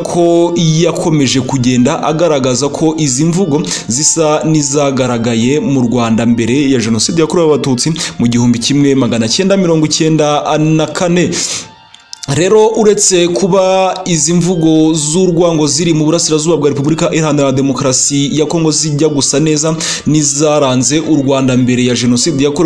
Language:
Kinyarwanda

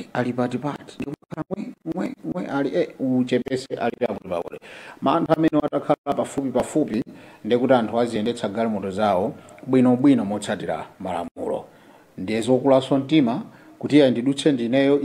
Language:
Nyanja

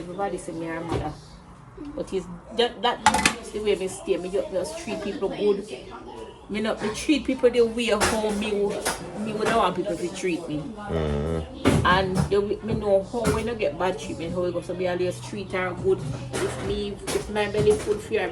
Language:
Jamaican Creole English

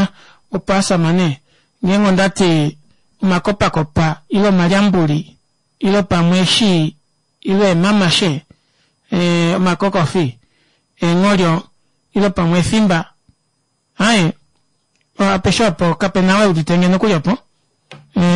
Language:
Kuanyama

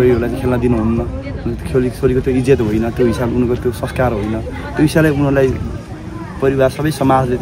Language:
Nepali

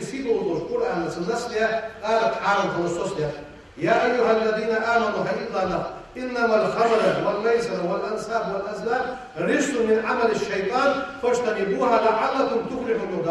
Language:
Ingush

